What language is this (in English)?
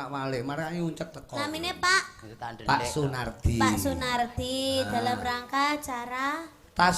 Javanese